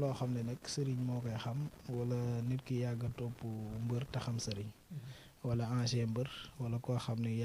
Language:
Wolof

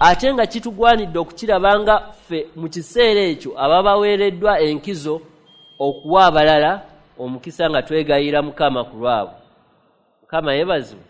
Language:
Ganda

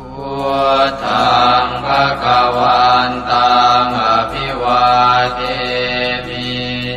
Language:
Pali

